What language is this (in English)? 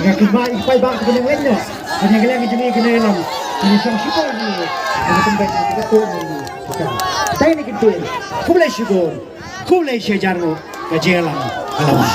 Khasi